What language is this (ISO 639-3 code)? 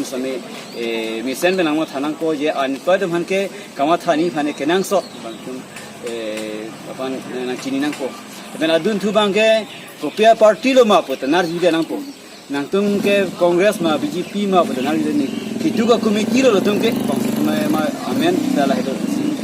mjw